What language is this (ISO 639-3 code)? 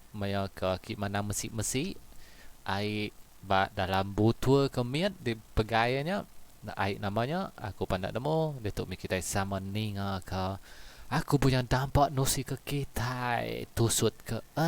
iba